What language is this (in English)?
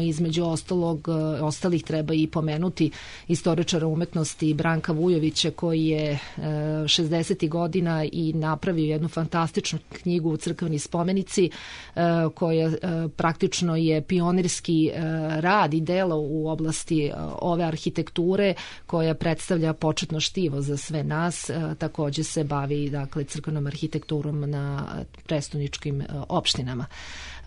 Serbian